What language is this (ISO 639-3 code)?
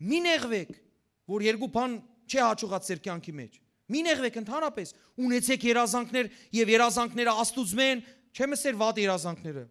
hyw